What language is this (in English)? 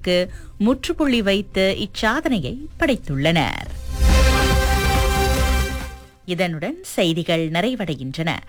Tamil